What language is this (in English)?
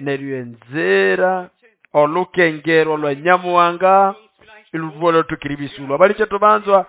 Nande